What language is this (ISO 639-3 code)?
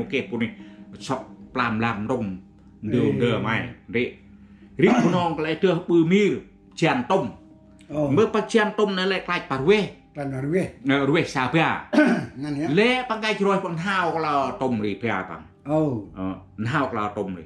cmo